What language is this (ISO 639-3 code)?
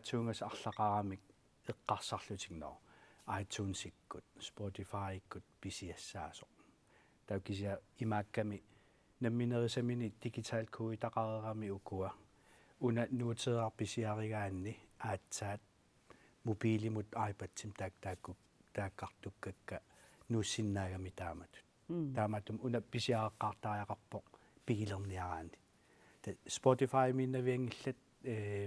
kal